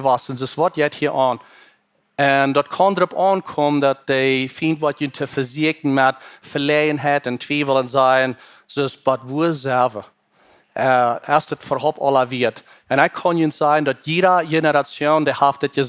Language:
Plautdietsch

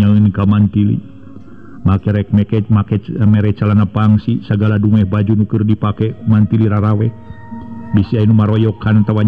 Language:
Sundanese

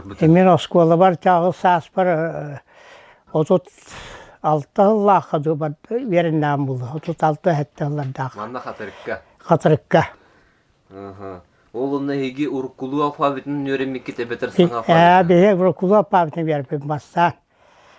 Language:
Yakut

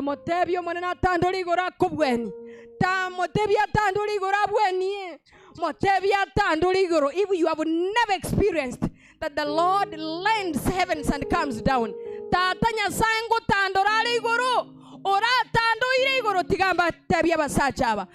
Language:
Gusii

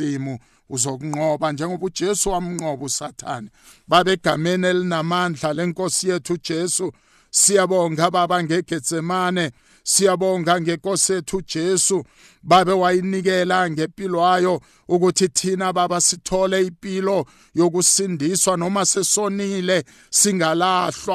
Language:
South Ndebele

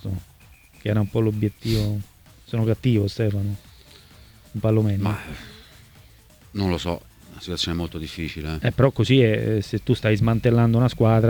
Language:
Italian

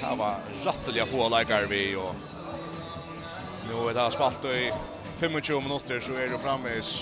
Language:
Faroese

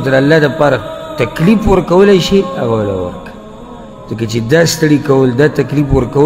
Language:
Pashto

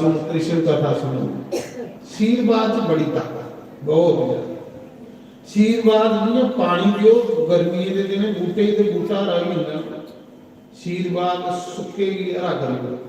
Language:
Dogri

